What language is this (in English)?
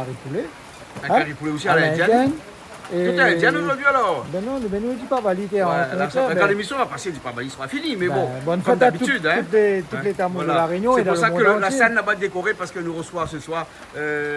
Réunion Creole French